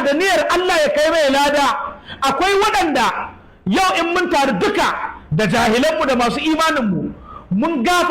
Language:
Hausa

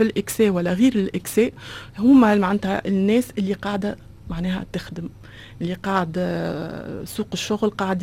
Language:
Tunisian Arabic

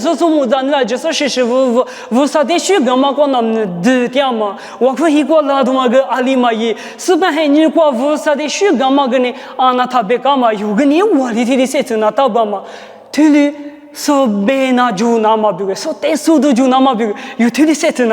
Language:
Lisu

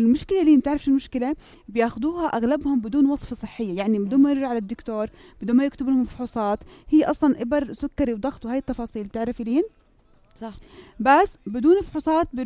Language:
North Levantine Arabic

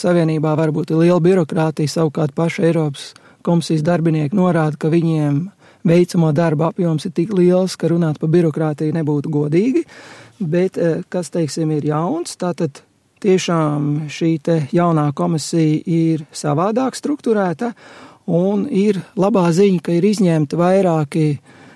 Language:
Latvian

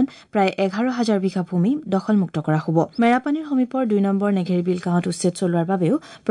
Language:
Assamese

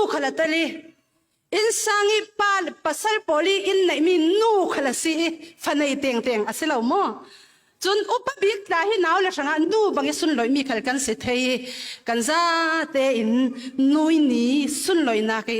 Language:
Falam Chin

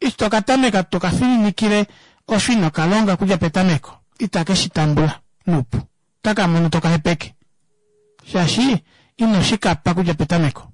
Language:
Kuanyama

